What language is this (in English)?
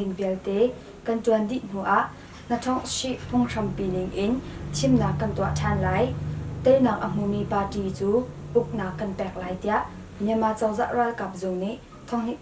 Hakha Chin